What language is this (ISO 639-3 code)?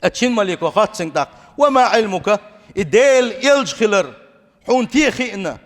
che